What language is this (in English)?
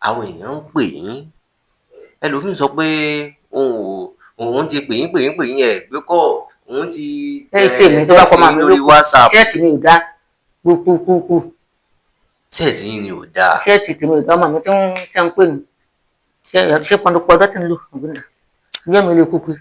Yoruba